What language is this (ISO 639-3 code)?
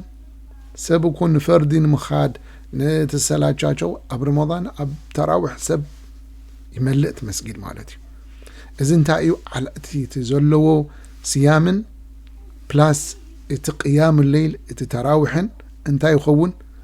tir